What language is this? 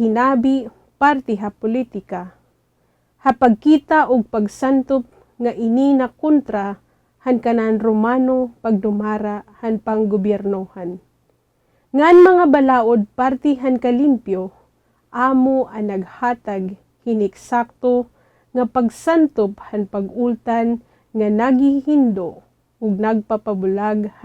Waray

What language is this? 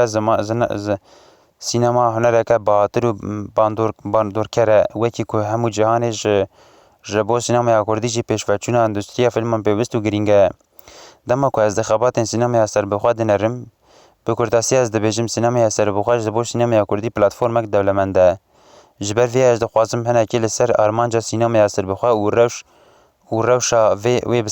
Kurdish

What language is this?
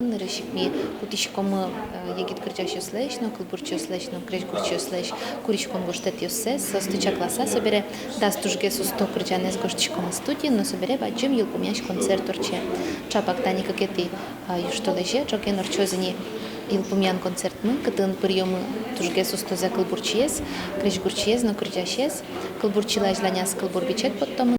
Udmurt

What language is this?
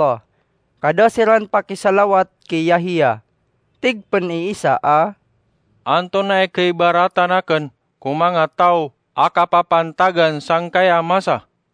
Maranao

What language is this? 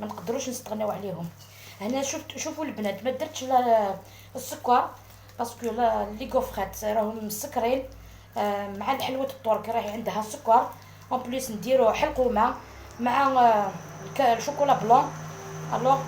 Algerian Arabic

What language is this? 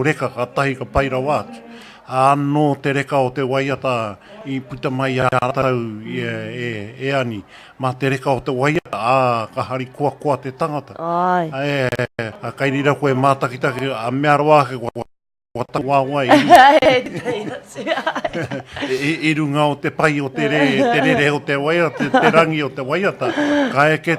Māori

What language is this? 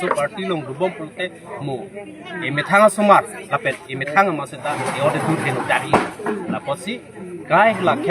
Karbi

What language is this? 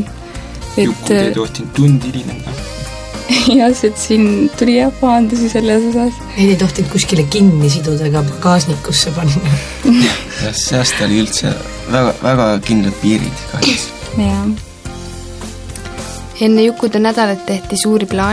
Estonian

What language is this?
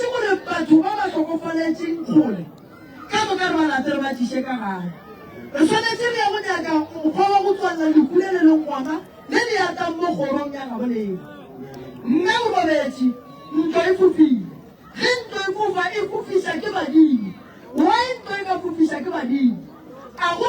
Northern Sotho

